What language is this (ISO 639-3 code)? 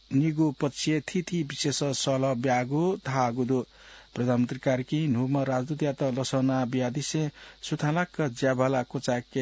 new